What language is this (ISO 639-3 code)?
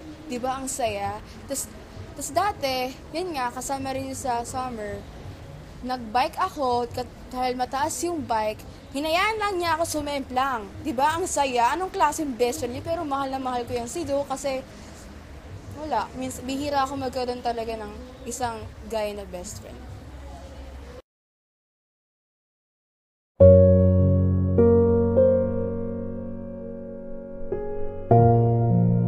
fil